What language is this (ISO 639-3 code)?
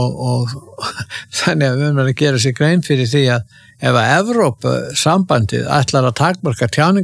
isl